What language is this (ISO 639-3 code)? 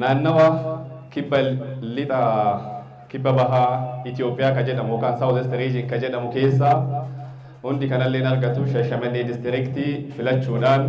orm